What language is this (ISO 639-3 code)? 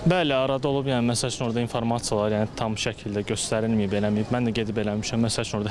aze